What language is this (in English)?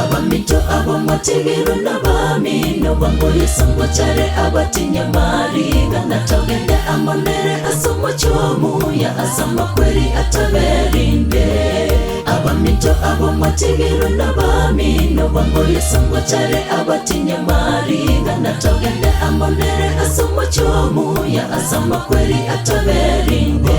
Gusii